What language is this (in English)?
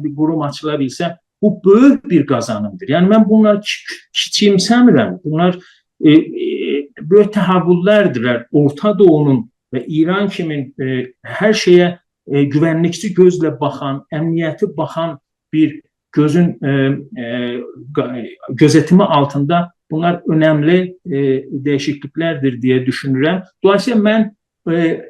South Azerbaijani